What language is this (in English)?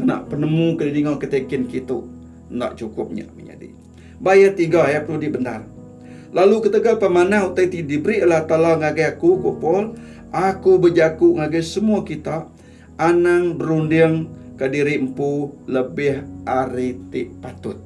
Iban